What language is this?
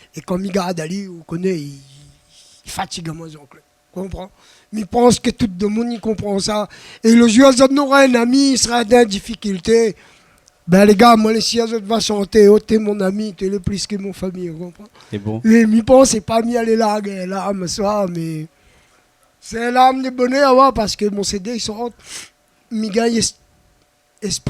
Réunion Creole French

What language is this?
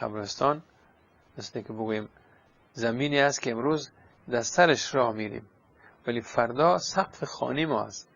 Persian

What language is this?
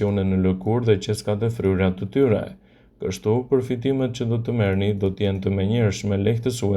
Albanian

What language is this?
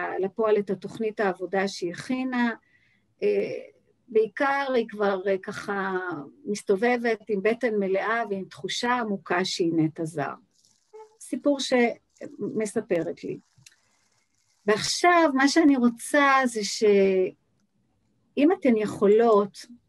Hebrew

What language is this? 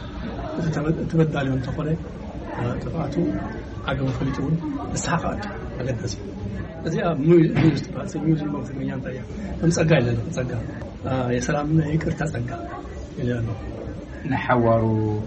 Tigrinya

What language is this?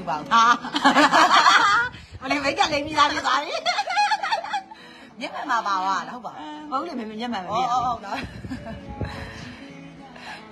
Burmese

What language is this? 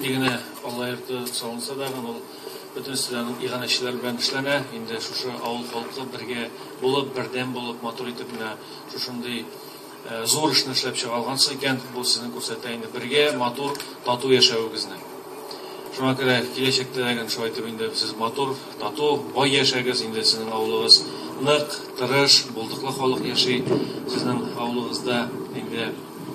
Tatar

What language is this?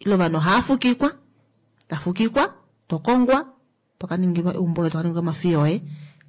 Kuanyama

